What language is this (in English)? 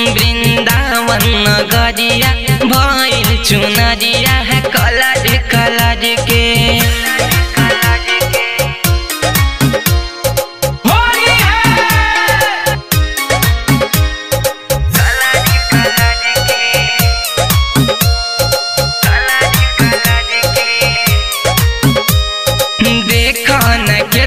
Bhojpuri